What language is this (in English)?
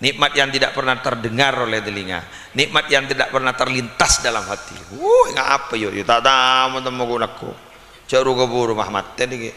Madurese